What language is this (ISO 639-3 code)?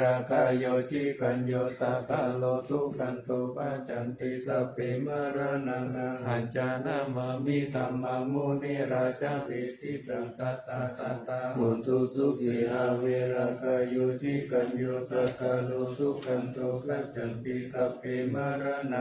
pli